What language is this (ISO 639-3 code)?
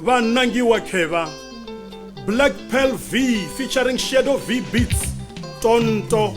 ven